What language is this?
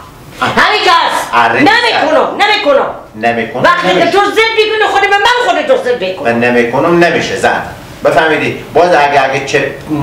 Persian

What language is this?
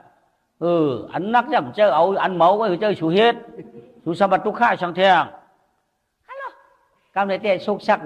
Shan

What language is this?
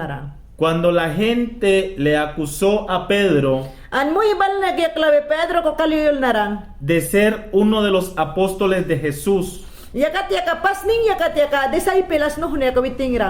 Mayangna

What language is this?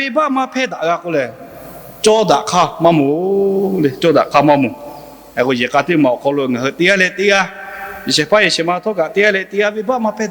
Lahu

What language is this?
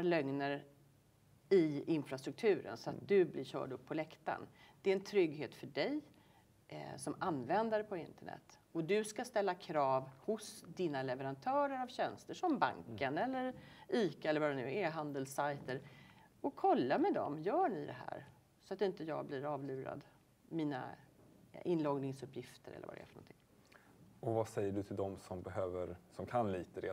Swedish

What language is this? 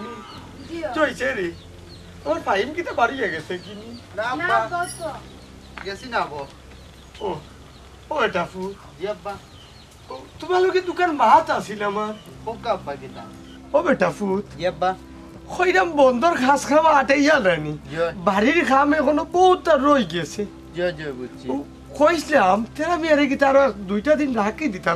Sylheti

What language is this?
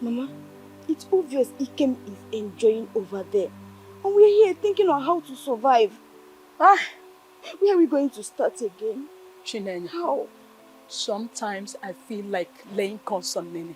Nigerian Pidgin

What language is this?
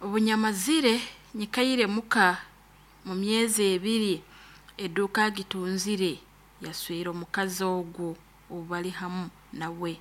Nyoro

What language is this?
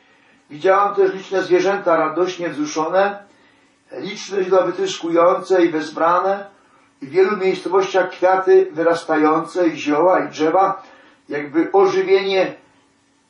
Polish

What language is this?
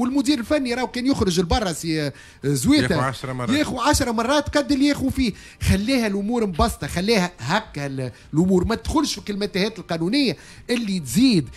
Tunisian Arabic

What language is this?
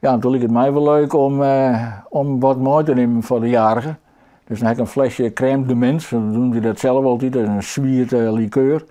Western Frisian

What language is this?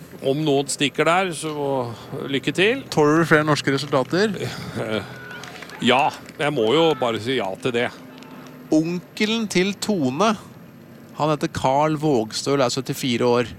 Norwegian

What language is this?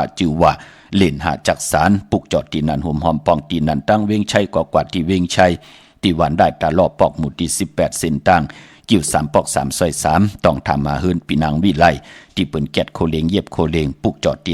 Shan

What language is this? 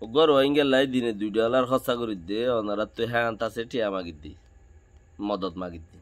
Rohingya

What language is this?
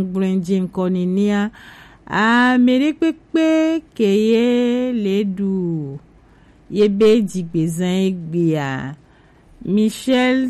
Gen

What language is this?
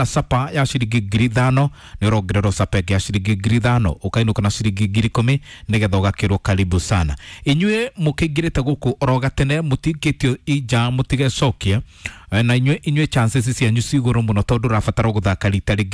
Kikuyu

